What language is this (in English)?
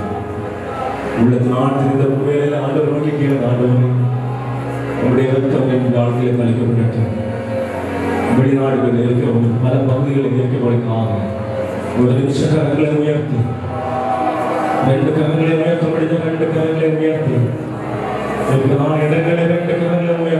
Tamil